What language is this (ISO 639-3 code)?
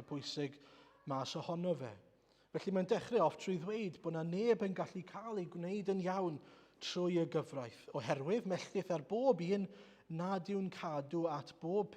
cym